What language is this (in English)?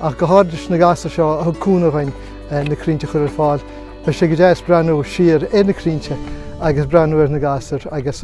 Irish